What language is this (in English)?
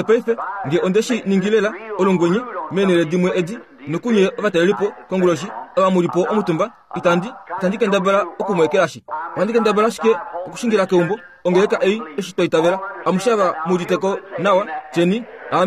Kuanyama